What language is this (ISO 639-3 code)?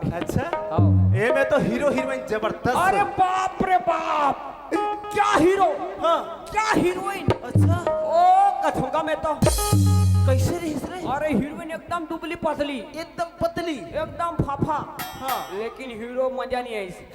hne